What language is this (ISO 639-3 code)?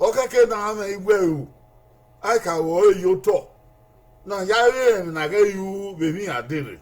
bin